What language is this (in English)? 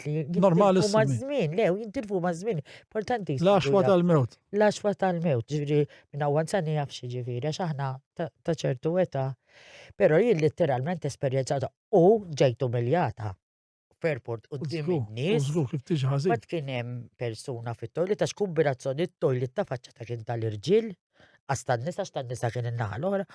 Maltese